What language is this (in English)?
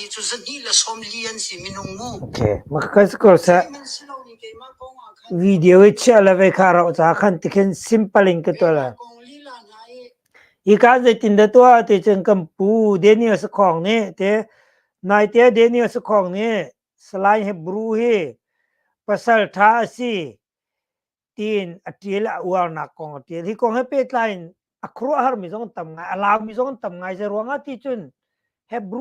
Hakha Chin